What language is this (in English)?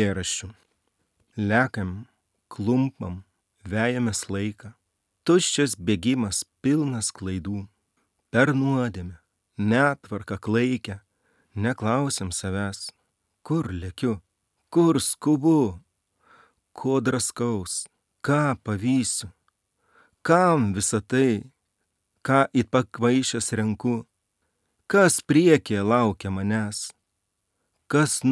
Lithuanian